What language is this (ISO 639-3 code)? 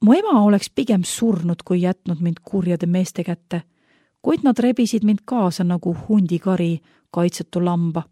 est